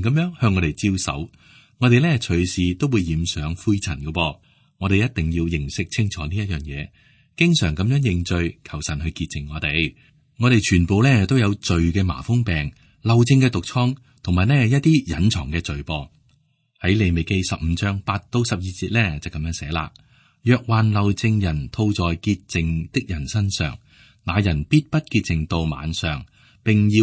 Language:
Cantonese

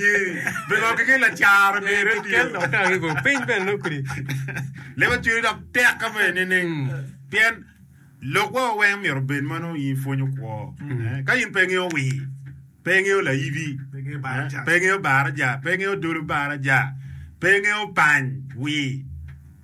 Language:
Acoli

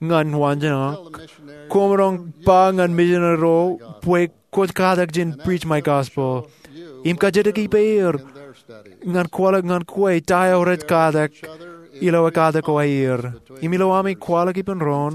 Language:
Marshallese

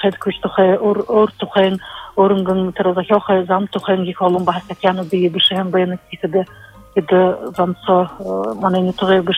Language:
Buriat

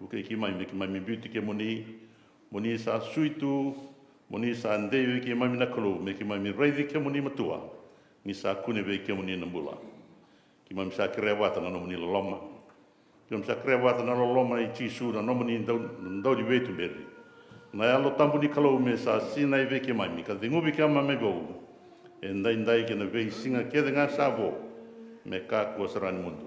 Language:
Fijian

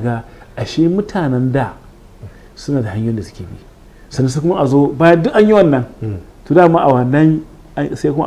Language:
Hausa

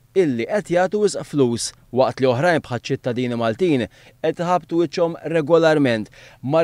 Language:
Maltese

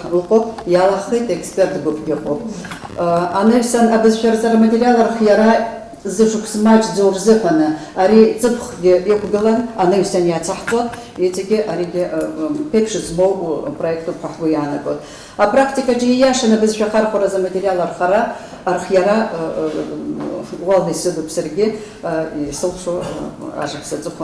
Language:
Abkhazian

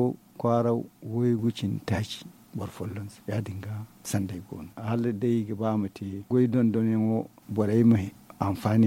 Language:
Zarma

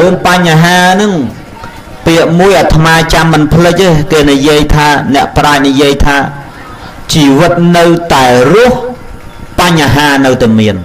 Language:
Khmer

